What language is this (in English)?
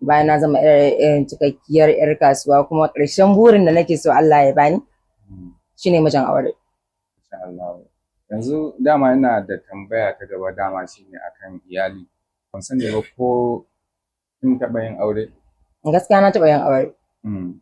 Hausa